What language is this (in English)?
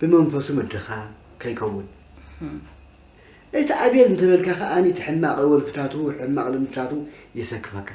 Tigrinya